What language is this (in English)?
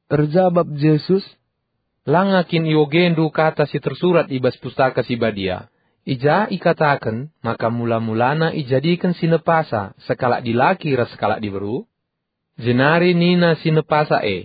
Batak Karo